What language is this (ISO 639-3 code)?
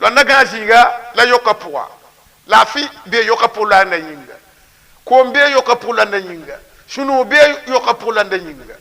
mos